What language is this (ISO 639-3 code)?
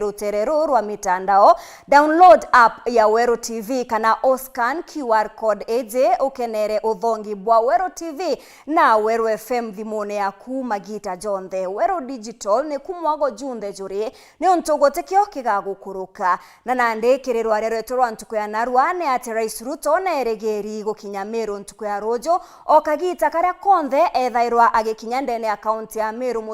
mer